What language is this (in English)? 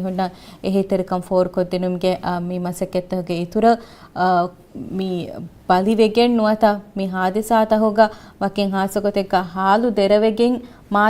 Divehi